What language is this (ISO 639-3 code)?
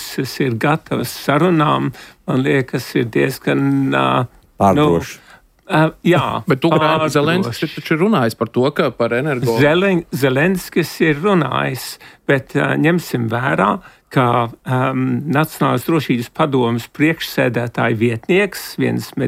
lav